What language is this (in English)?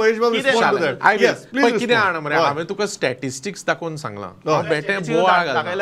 Konkani